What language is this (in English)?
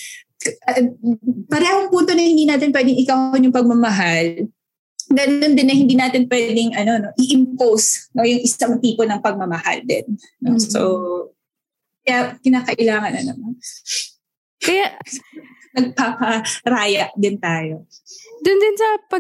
Filipino